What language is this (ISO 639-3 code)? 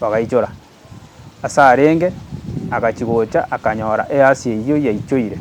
guz